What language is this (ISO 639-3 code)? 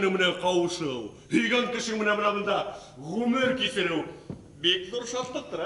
bak